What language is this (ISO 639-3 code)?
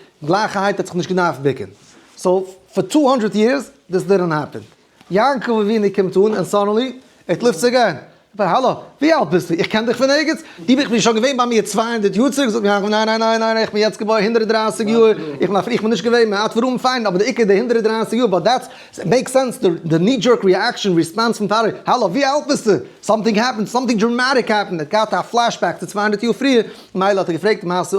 yid